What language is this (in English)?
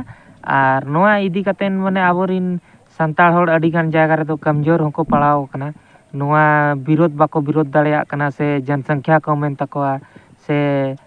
Santali